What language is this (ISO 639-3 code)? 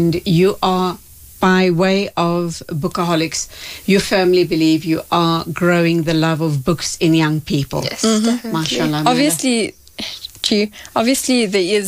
eng